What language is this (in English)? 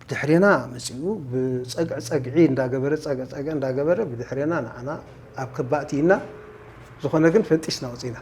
Tigrinya